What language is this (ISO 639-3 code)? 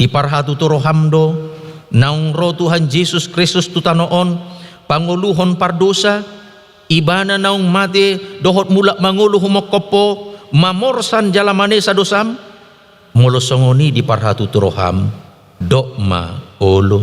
bbc